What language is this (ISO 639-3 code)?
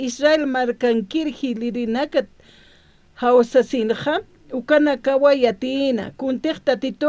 aym